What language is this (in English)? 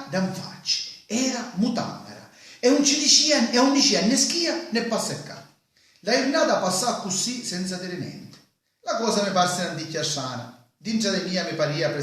Sicilian